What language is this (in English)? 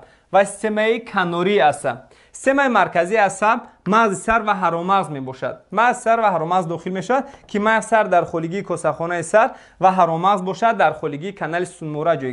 Tajik